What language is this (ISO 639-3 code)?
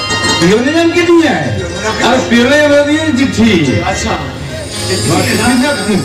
sat